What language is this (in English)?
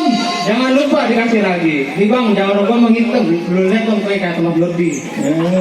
Betawi